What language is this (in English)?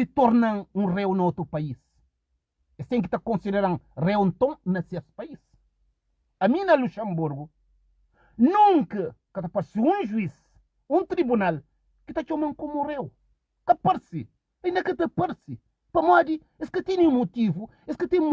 Kabuverdianu